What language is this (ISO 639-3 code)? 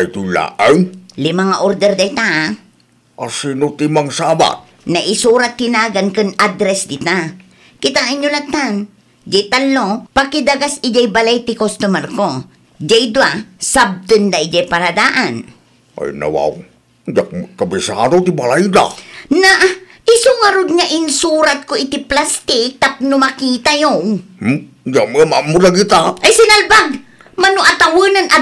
ilo